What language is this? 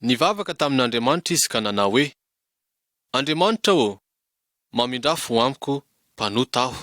Malagasy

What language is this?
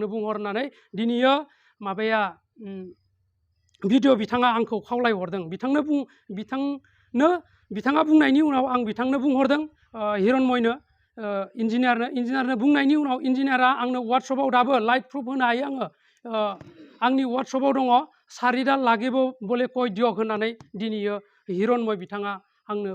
Bodo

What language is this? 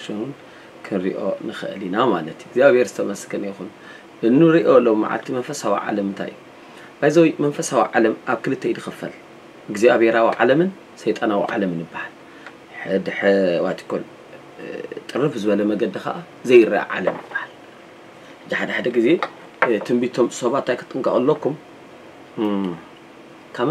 Tigrinya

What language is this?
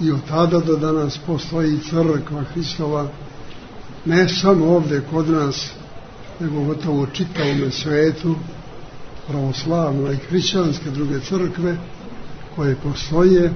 Serbian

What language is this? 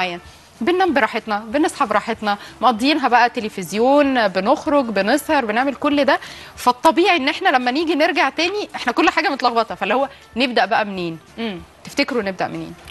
Egyptian Arabic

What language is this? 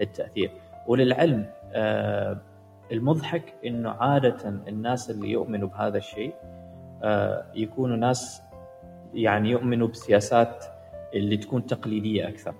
Gulf Arabic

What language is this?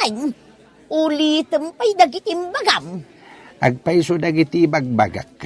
Iloko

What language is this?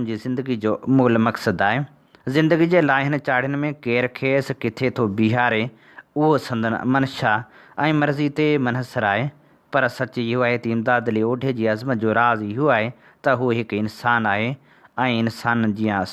Sindhi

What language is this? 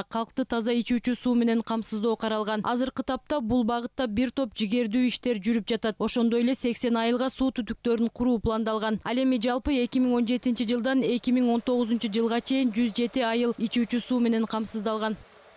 Kyrgyz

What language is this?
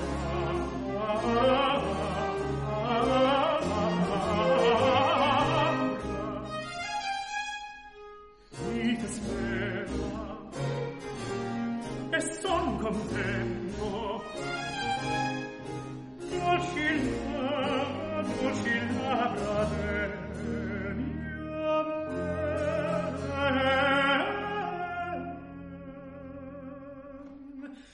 Italian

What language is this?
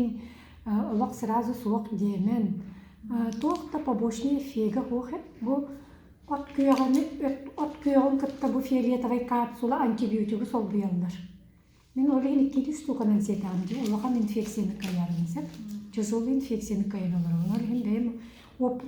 Yakut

